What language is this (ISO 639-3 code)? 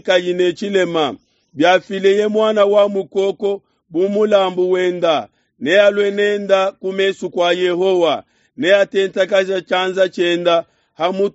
lua